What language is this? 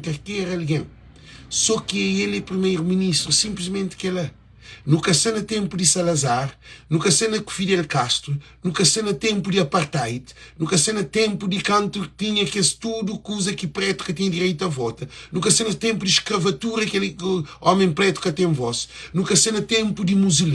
Kabuverdianu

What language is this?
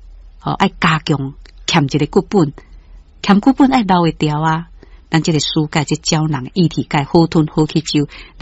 Min Nan Chinese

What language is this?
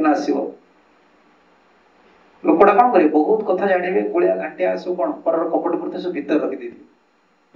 Odia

